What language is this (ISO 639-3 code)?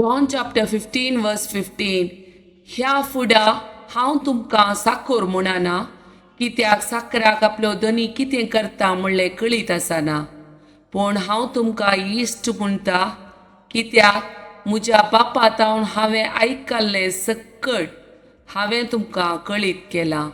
kok